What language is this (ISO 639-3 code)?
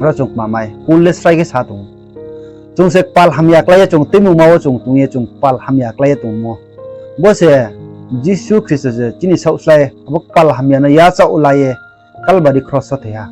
ria